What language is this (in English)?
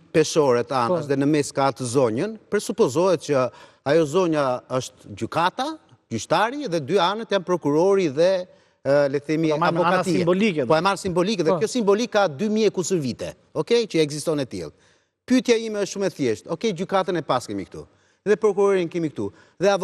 Albanian